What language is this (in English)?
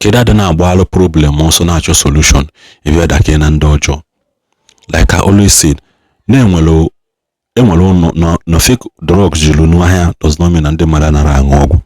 Igbo